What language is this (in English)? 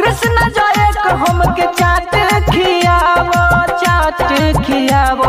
Bhojpuri